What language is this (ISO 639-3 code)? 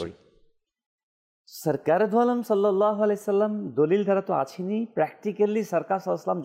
ben